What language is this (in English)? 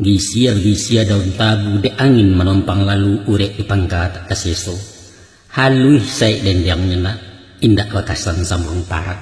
Minangkabau